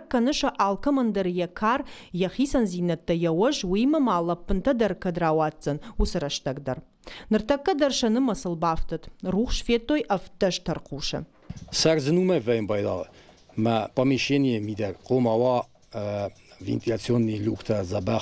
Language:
Ossetic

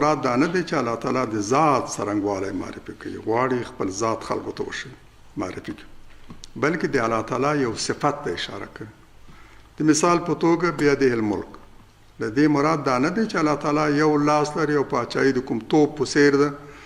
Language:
Pashto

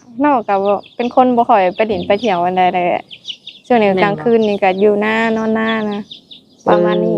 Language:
Lao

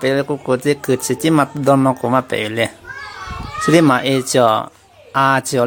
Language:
Lahu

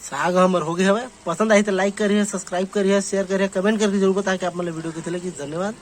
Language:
Chhattisgarhi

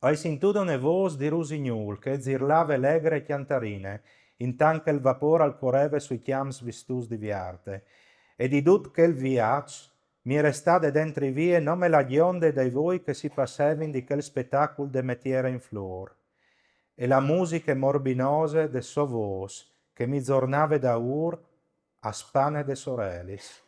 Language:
Friulian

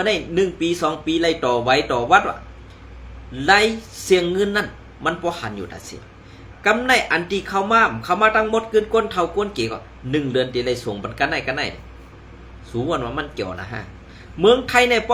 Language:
Shan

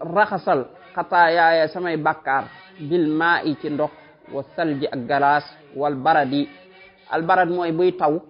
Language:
Wolof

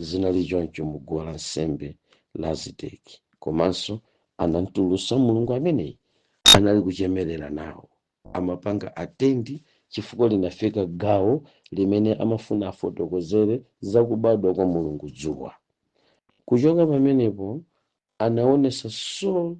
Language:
Nyanja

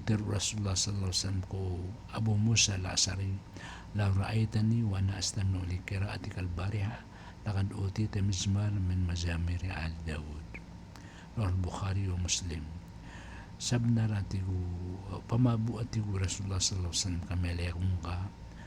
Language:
Maranao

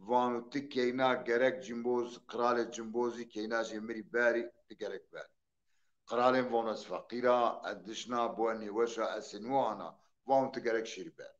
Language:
Zaza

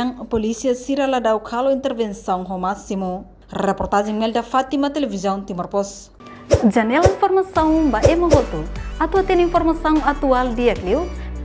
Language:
Tetum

